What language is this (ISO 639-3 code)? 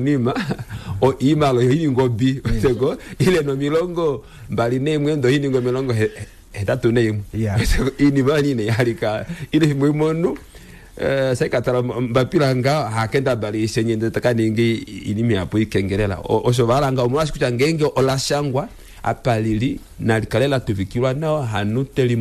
kua